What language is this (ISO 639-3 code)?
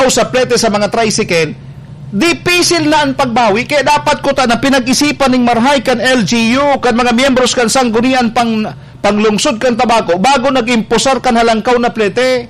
bik